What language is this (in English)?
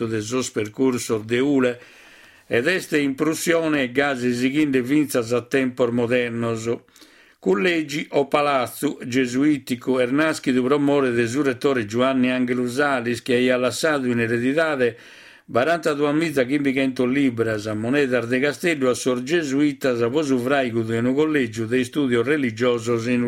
Sardinian